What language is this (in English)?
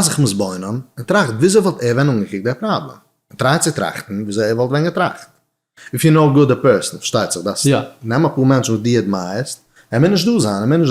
Yiddish